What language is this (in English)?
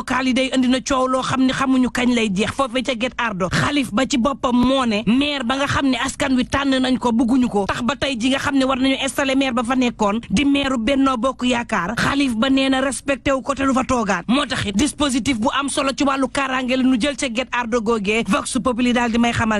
Wolof